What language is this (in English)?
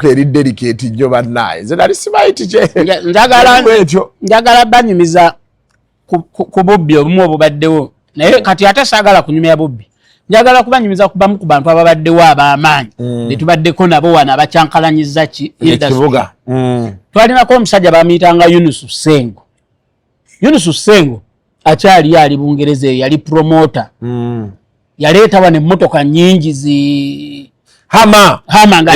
Ganda